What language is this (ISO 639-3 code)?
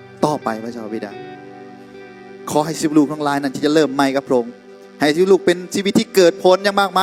lao